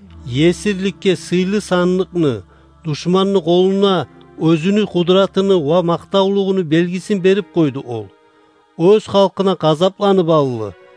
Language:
Kumyk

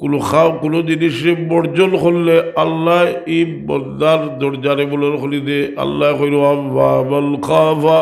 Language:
Sylheti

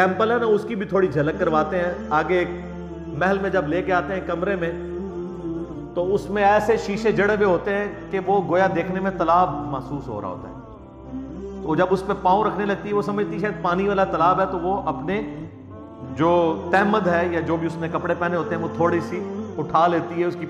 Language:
Urdu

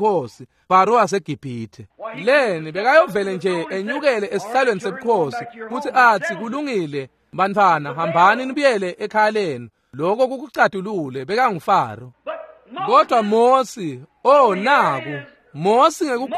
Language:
Swati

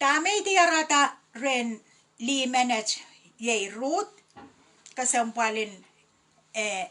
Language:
Pohnpeian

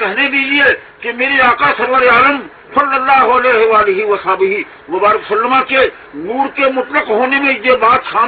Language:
Urdu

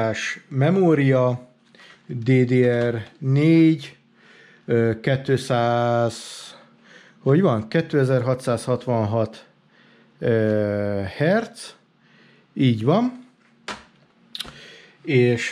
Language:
Hungarian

